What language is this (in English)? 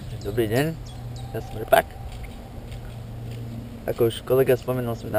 Slovak